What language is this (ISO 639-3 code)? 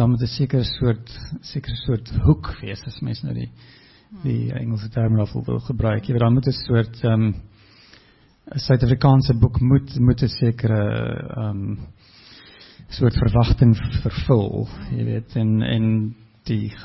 afr